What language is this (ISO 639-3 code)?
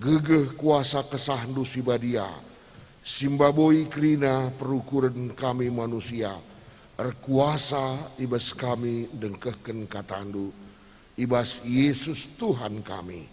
btx